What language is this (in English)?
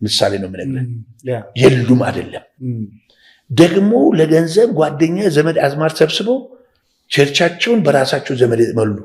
Amharic